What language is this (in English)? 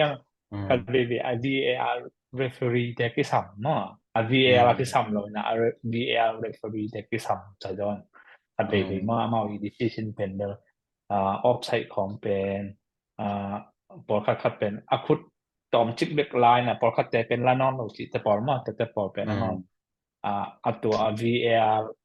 Tedim Chin